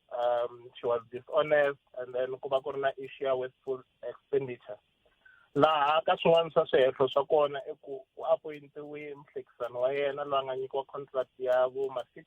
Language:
Tsonga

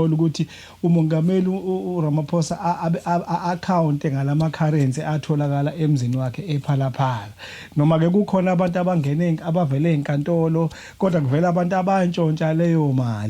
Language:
Zulu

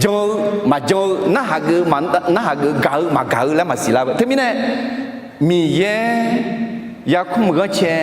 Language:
Akha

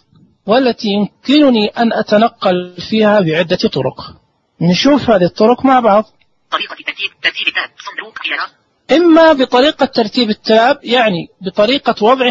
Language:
Najdi Arabic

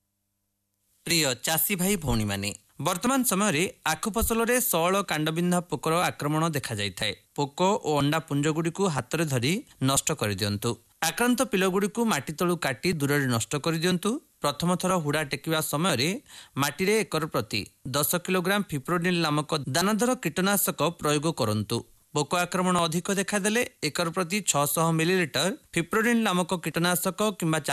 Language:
Odia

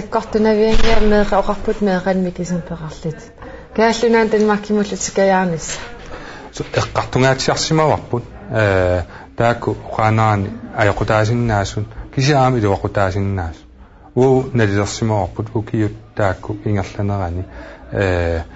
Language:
Kalaallisut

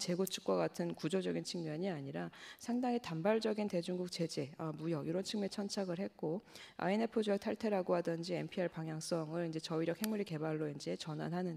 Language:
Korean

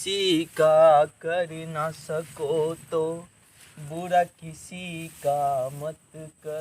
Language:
Maithili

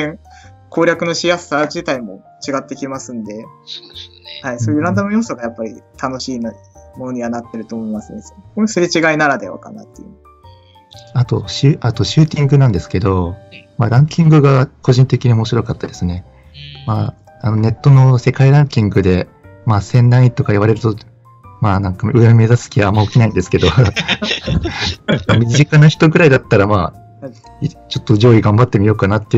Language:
Japanese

